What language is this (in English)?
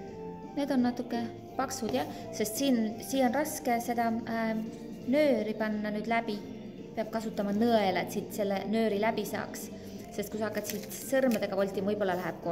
Estonian